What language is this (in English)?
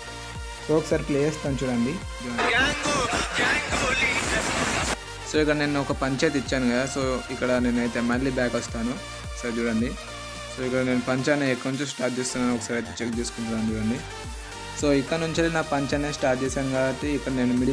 Telugu